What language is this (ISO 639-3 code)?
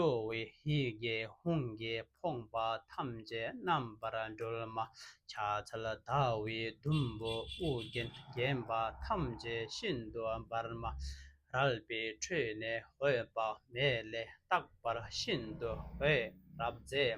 bod